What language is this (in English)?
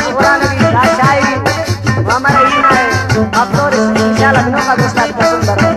Brahui